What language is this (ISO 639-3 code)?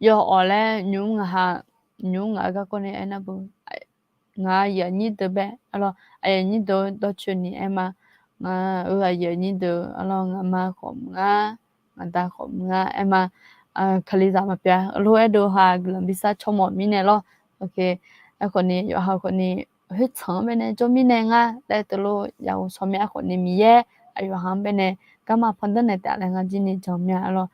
ahk